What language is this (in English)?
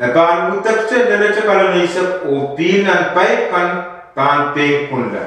Pohnpeian